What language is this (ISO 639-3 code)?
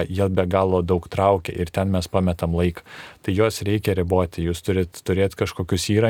lit